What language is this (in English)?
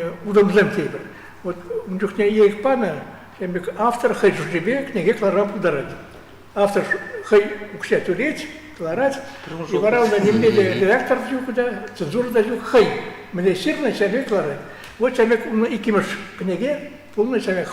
Chuvash